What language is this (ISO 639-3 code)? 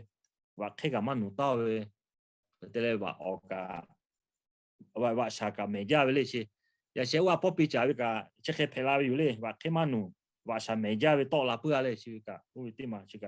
lhu